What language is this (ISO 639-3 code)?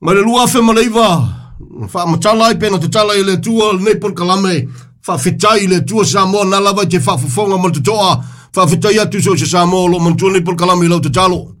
smo